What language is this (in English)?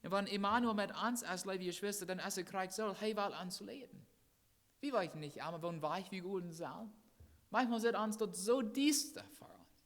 Plautdietsch